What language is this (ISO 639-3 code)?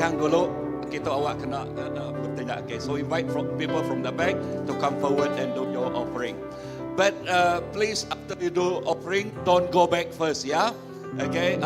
iba